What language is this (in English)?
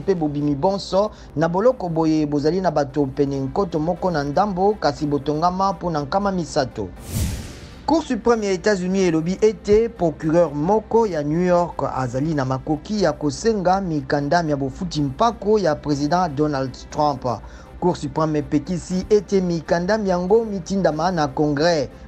Lingala